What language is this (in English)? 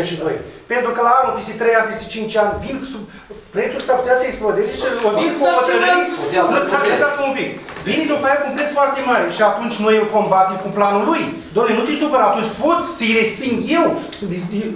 Romanian